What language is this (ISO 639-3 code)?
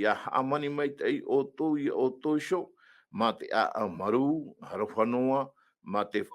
tah